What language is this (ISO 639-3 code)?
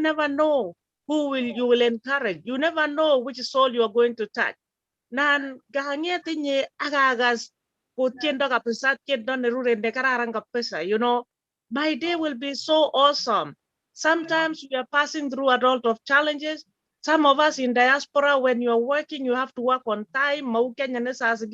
kln